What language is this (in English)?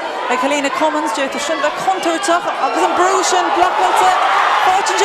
Irish